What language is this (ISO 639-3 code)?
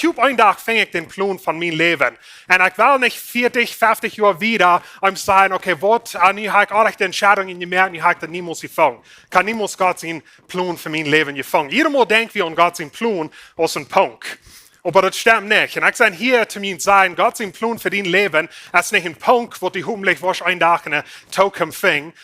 pdt